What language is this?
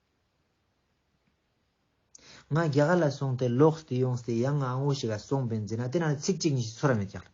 Ladakhi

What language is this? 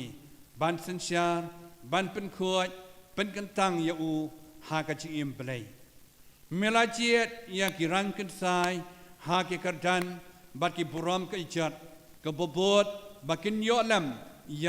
Khasi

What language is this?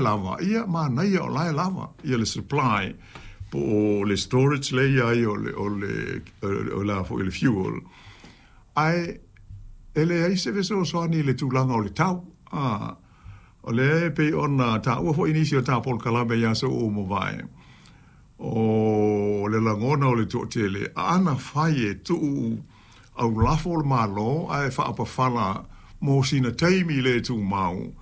Samoan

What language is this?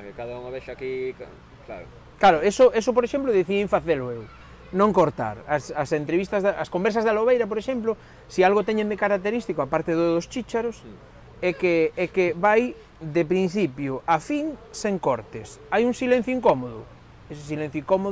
Galician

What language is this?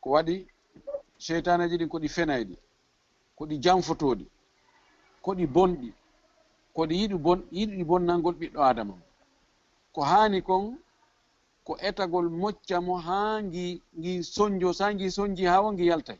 Fula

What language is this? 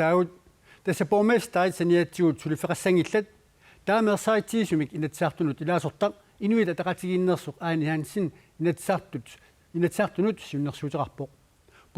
Kalaallisut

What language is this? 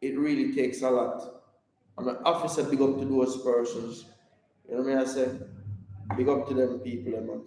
Jamaican Creole English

